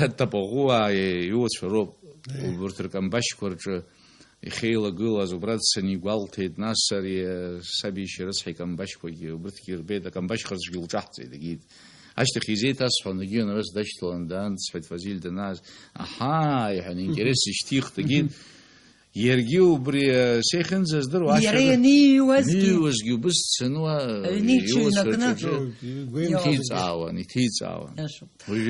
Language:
Abkhazian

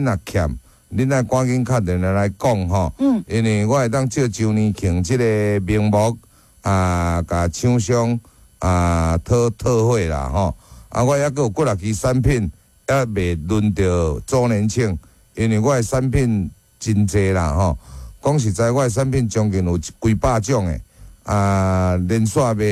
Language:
Min Nan Chinese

